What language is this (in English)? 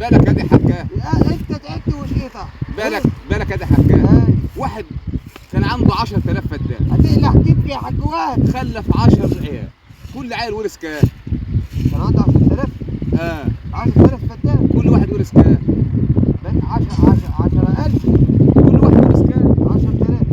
Egyptian Arabic